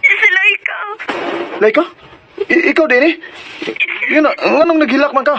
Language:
Cebuano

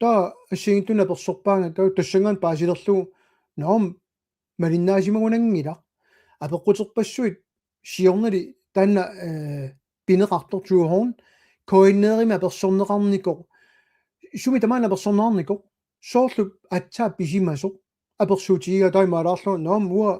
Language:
Kalaallisut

